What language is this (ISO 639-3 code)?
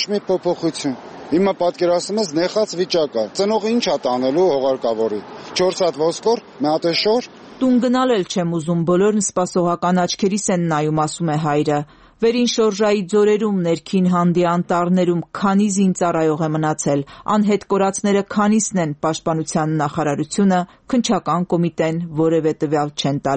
hye